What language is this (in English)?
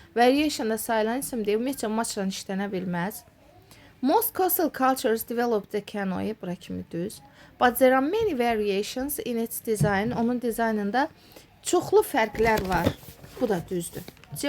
Azerbaijani